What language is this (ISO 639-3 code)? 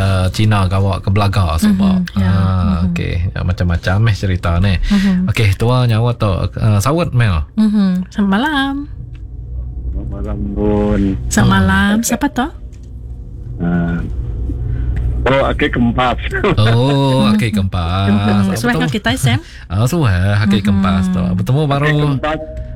iba